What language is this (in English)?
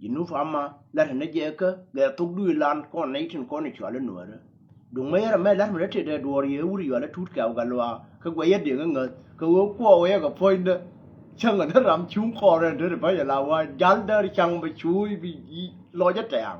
Nuer